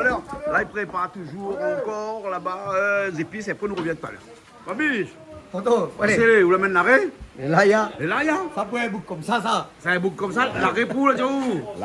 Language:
Réunion Creole French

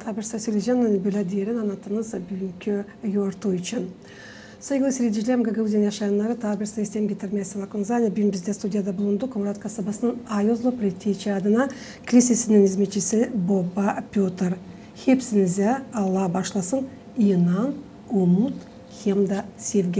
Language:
Gagauz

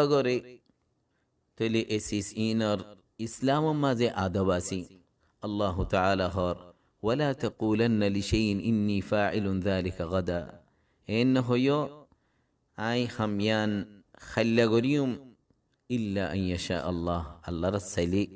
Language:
Rohingya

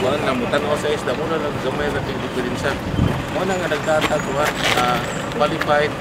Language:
Cebuano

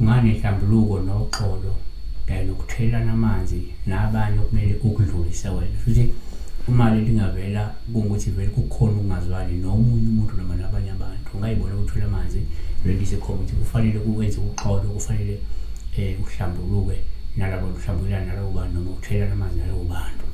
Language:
Zulu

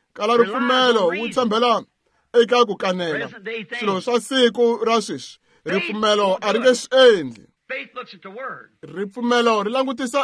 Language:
Tsonga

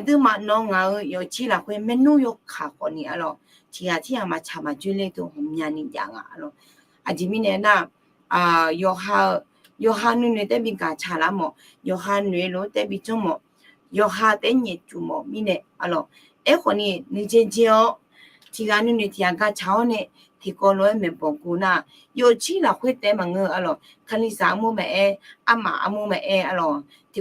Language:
Akha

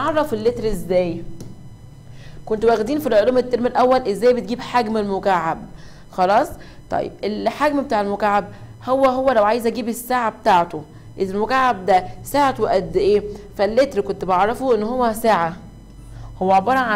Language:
Egyptian Arabic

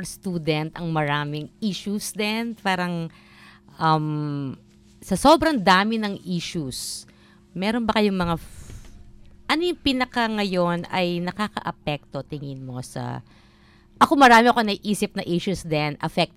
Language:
Filipino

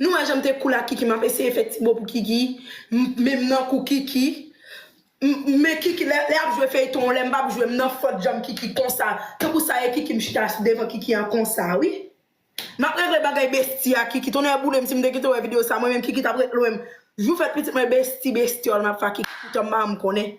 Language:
Haitian Creole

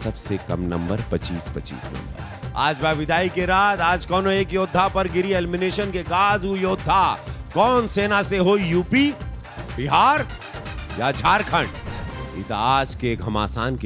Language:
Bhojpuri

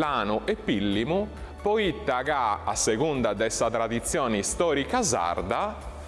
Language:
Sardinian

